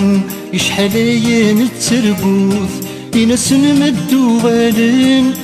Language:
Kabyle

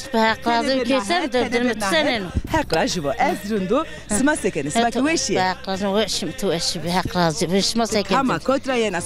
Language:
Zaza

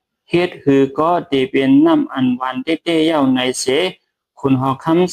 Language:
Shan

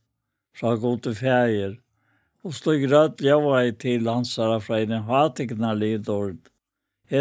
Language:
Faroese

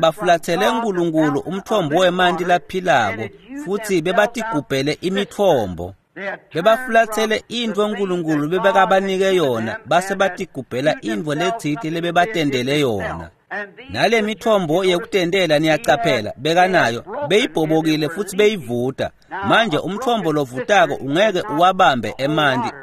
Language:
Swati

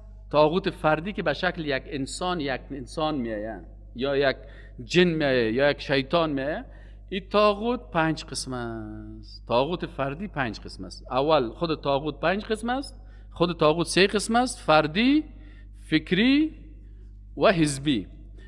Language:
Persian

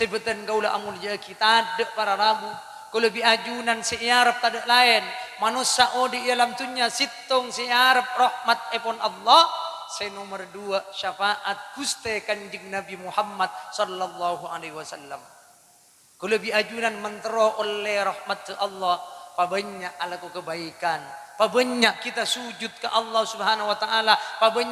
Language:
Madurese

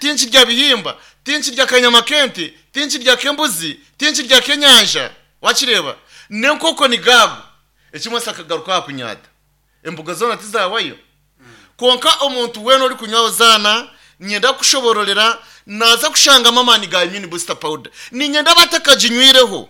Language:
Nyankole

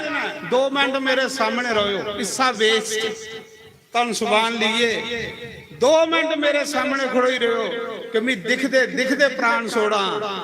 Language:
Dogri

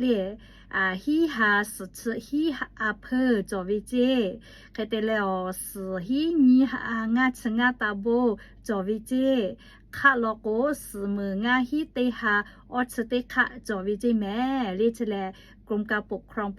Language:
Lahu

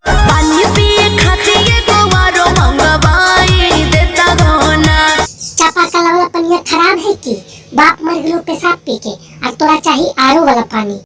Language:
Magahi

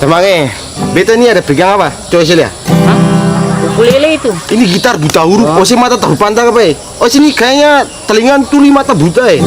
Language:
Ambonese Malay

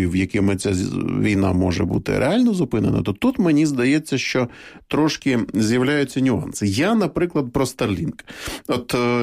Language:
Ukrainian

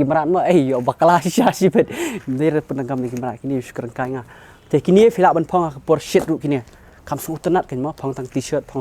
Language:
Khasi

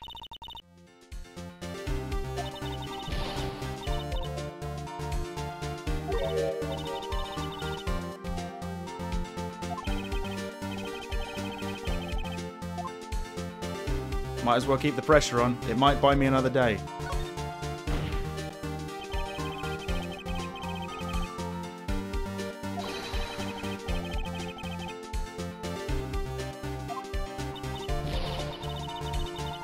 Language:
English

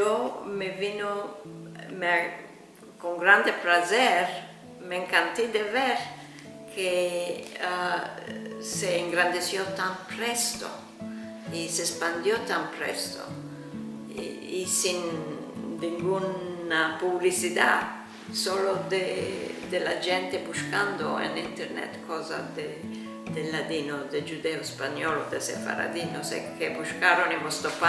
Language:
Ladino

